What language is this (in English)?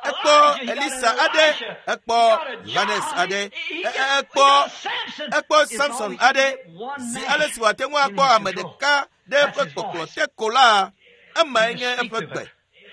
Ewe